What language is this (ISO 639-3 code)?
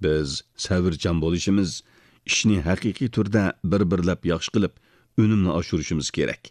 uig